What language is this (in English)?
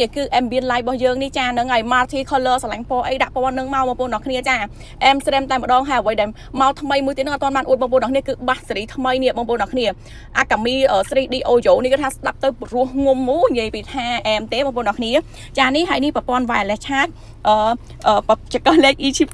Khmer